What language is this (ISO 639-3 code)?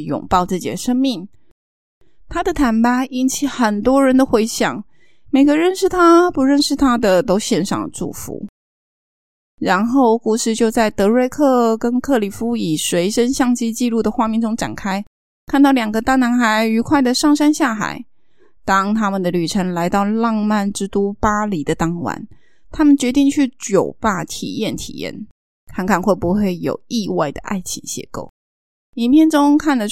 zho